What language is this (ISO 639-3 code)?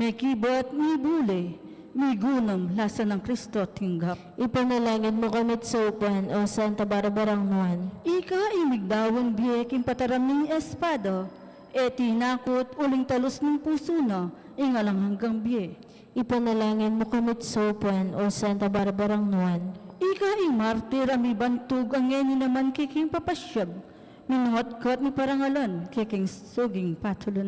pam